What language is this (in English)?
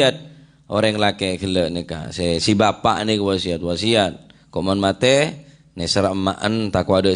Madurese